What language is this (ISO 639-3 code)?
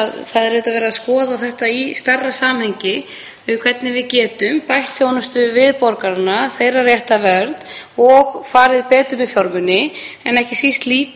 isl